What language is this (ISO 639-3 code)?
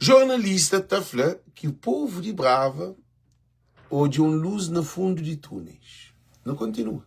kea